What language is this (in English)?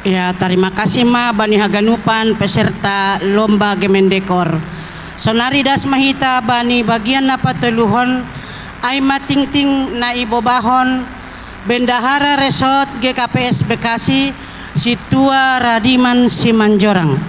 Batak Simalungun